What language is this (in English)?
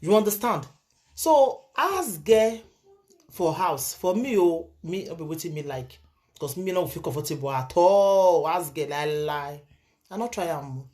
Nigerian Pidgin